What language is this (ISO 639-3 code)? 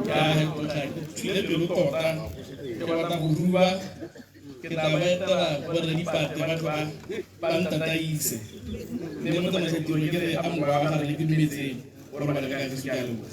tsn